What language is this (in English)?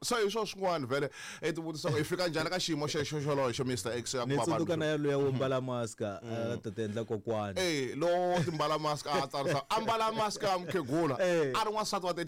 Tsonga